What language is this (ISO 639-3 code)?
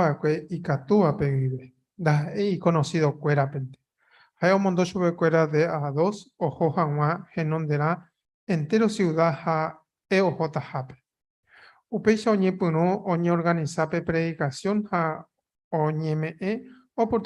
grn